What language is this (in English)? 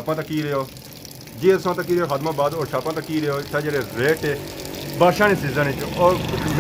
Pahari-Potwari